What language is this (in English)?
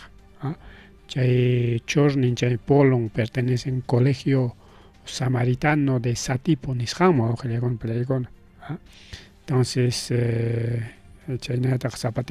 Ayacucho Quechua